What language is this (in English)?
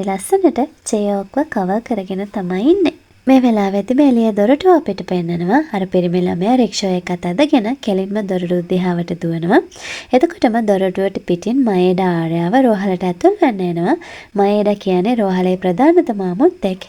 Sinhala